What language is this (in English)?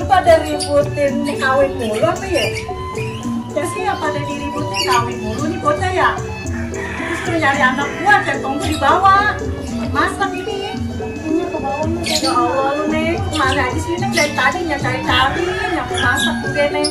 Betawi